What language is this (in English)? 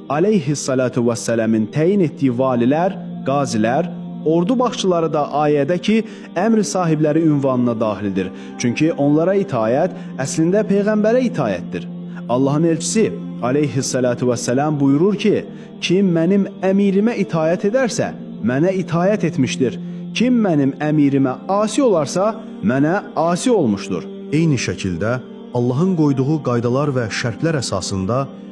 Azerbaijani